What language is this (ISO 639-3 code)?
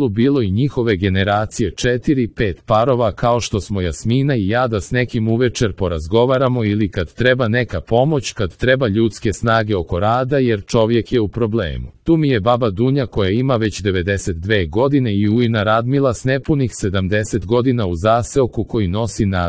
hrv